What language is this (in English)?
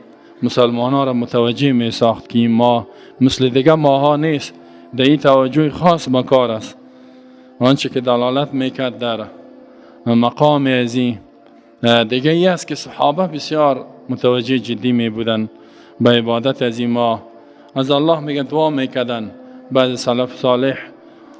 Persian